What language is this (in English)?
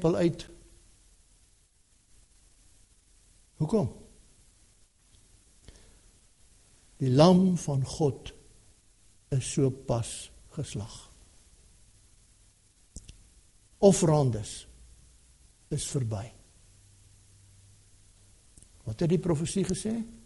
Afrikaans